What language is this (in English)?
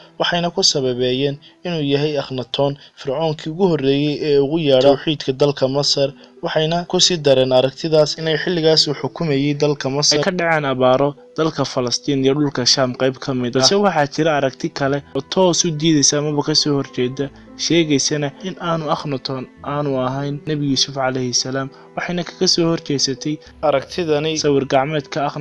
Somali